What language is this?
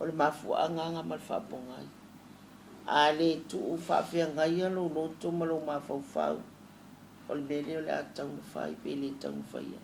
Samoan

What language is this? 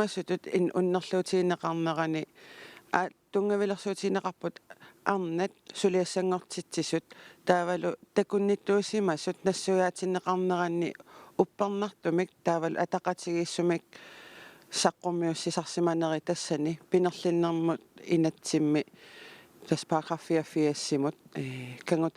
Kalaallisut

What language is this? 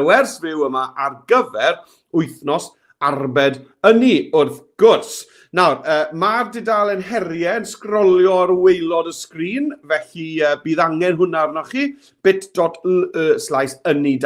Welsh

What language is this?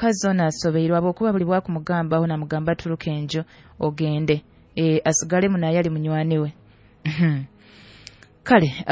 Nyoro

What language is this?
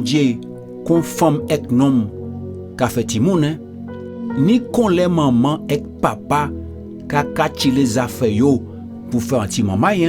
Guadeloupean Creole French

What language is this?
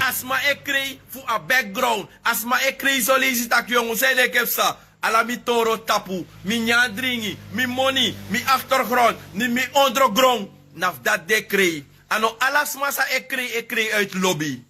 Sranan Tongo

